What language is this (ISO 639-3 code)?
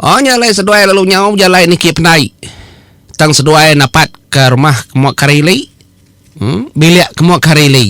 iba